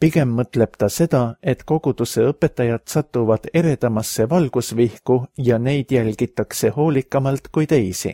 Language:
Estonian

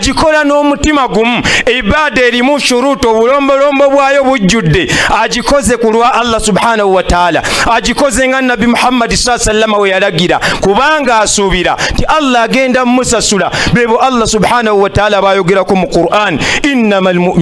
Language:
Ganda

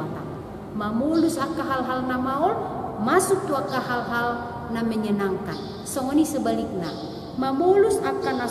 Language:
Batak Toba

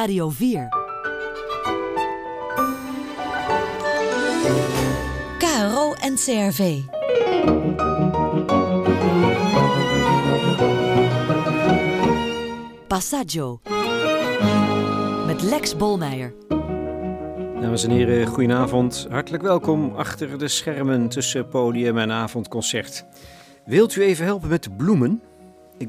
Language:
Dutch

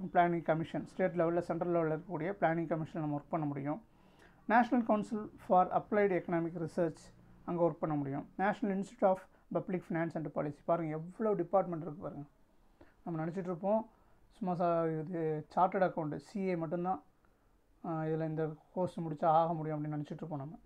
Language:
Tamil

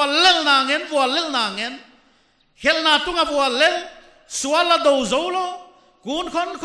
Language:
Paite Chin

